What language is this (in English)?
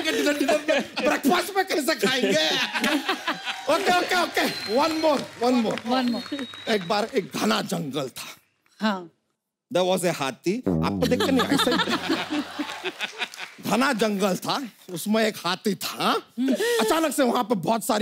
Hindi